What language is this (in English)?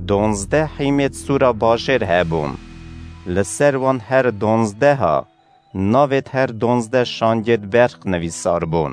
Kurdish